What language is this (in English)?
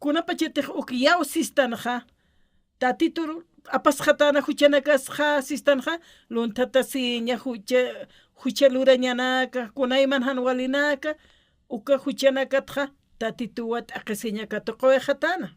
Aymara